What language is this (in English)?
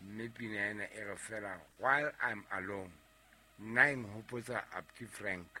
Southern Sotho